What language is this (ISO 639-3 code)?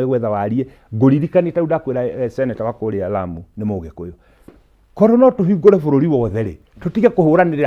kik